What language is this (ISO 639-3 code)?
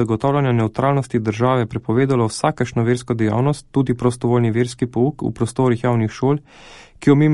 slv